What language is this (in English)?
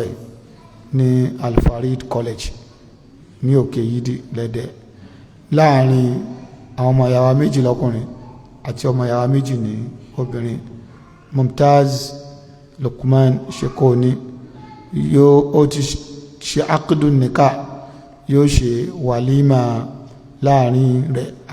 Yoruba